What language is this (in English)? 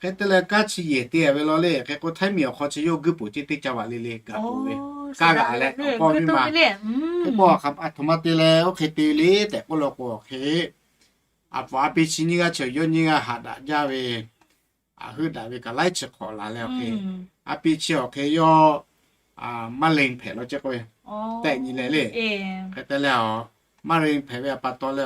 Lahu